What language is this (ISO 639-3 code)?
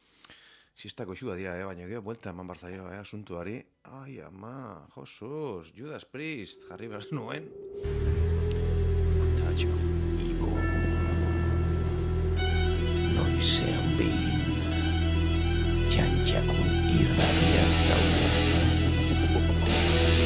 eus